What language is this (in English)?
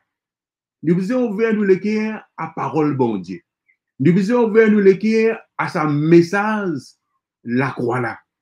Morisyen